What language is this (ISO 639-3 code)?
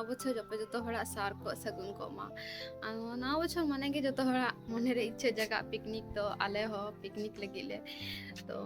sat